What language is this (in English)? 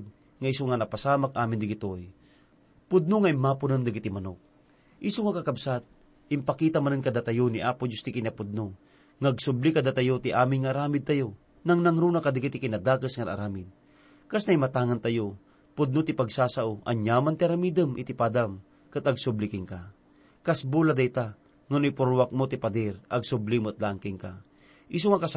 Iloko